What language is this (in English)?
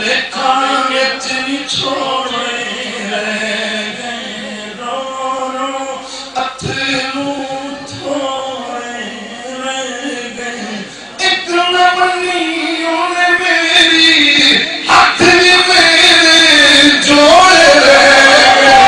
Saraiki